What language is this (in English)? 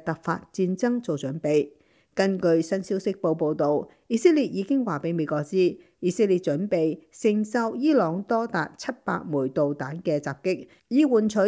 Cantonese